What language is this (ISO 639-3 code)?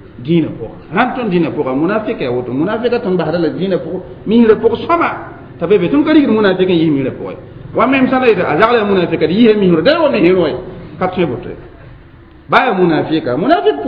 mos